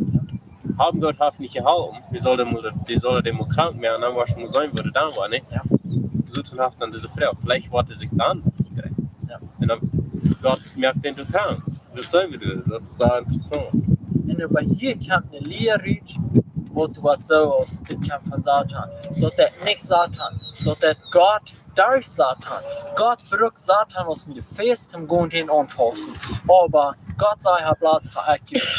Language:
Plautdietsch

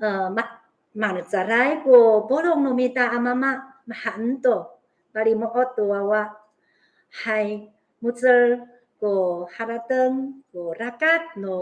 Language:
Amis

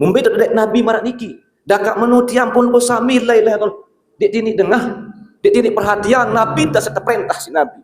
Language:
Sasak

